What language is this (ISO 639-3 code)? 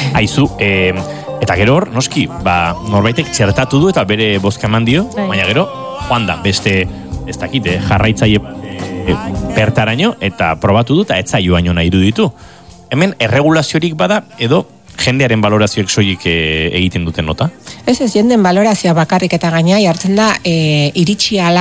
eus